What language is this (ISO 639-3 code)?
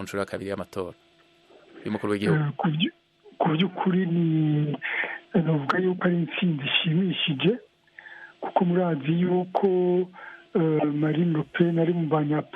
run